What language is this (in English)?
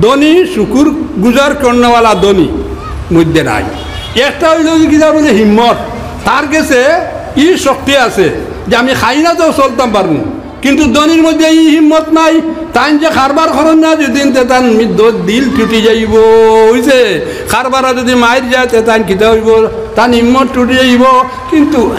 Sylheti